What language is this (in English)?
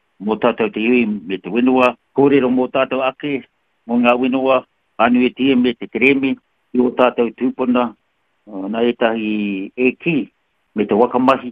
Māori